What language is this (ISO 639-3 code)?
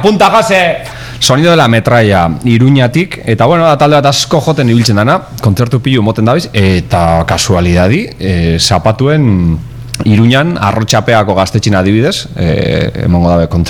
eus